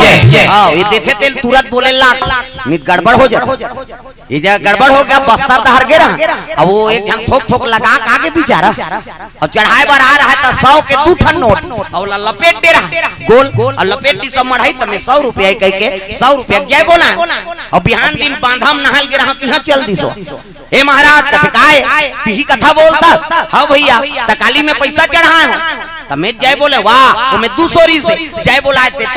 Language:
Chhattisgarhi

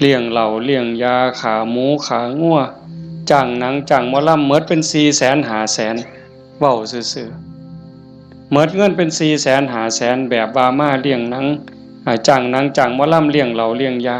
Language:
Northeastern Thai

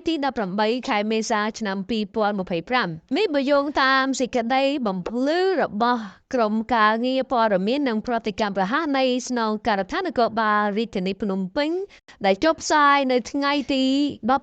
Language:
Khmer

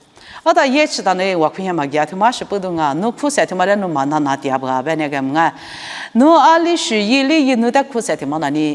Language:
Lisu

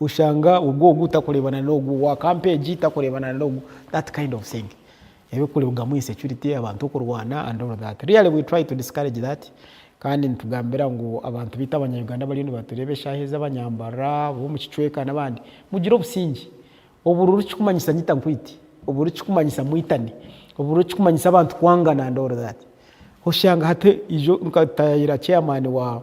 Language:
Nyankole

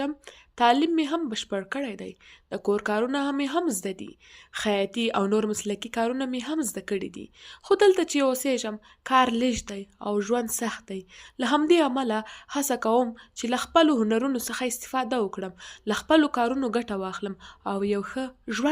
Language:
Pashto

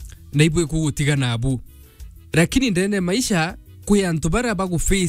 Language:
Meru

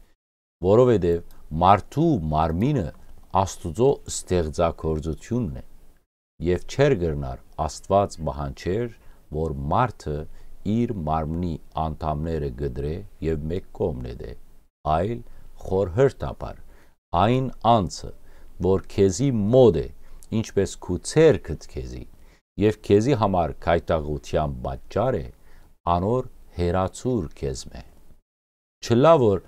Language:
Western Armenian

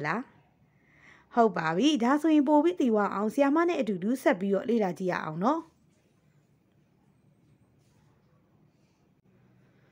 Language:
Burmese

